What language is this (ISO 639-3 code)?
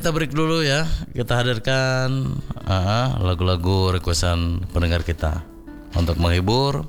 ind